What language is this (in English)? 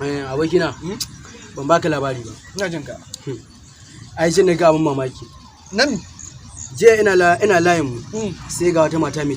Hausa